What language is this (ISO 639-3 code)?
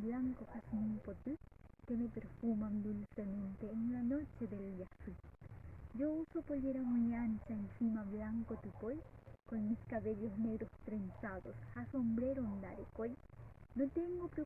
grn